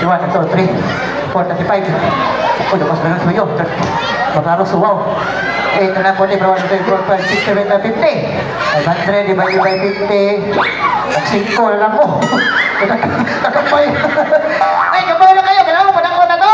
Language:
Cebuano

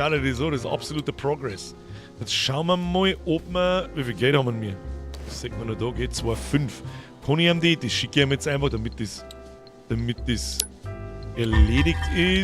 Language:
Bavarian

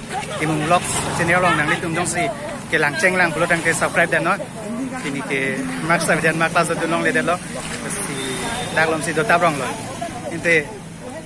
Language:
Karbi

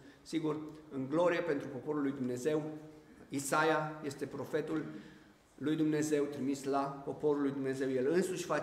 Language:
Romanian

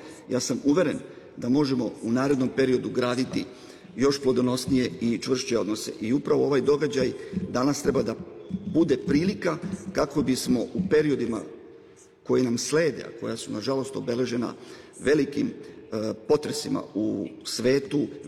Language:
Serbian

